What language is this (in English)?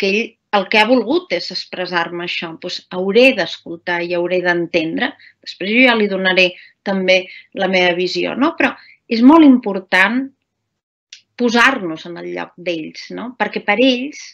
Catalan